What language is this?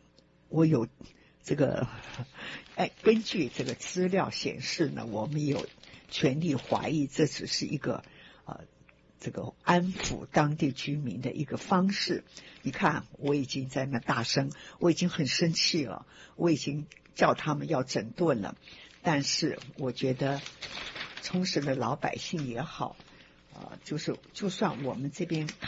Chinese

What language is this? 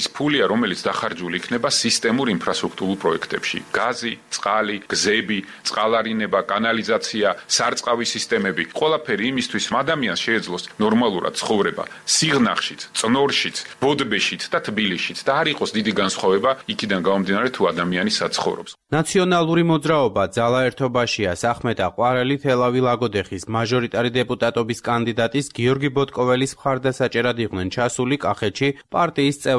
Georgian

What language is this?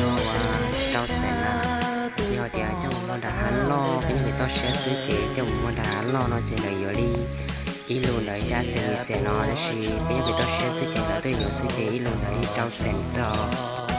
Hmong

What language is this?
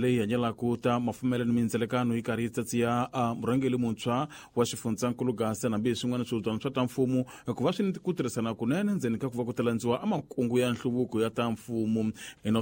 Tsonga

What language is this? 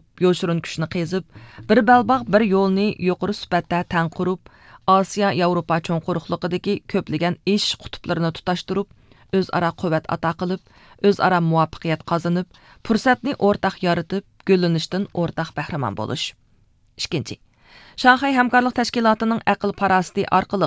Uyghur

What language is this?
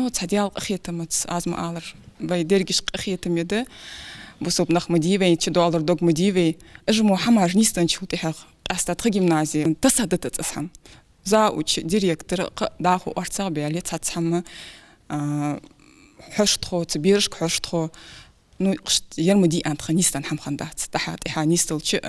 Ingush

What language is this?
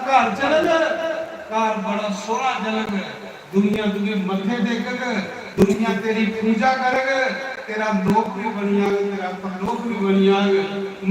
Dogri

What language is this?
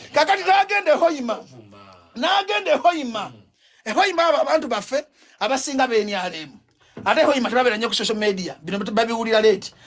Ganda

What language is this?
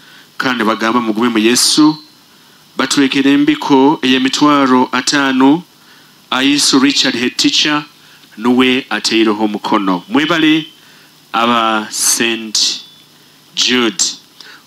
Nyoro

